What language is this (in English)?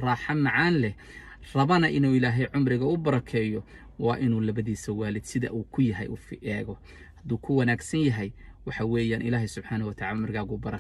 Somali